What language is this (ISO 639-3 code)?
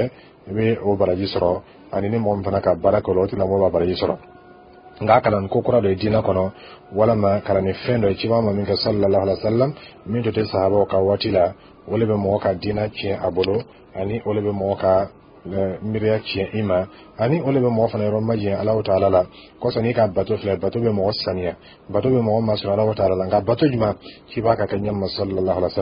dyu